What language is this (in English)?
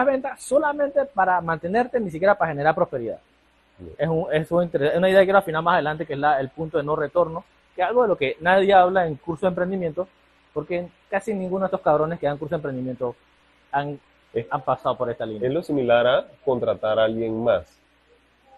Spanish